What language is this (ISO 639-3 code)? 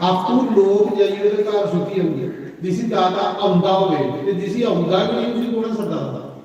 doi